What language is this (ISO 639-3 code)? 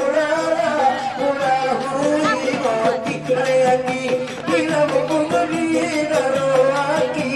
akb